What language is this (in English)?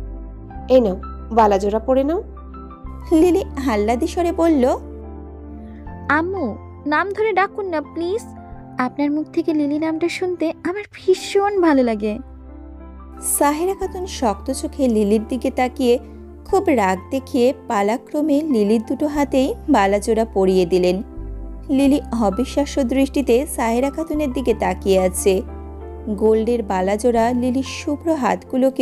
Bangla